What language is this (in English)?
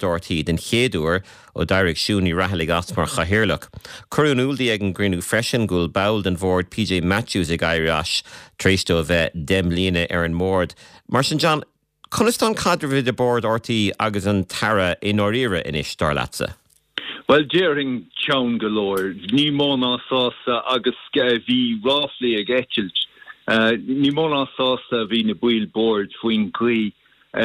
Irish